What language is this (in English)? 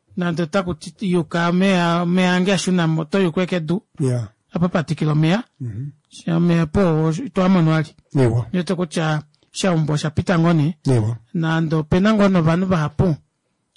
Kuanyama